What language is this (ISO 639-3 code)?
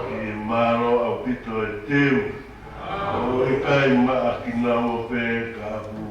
ton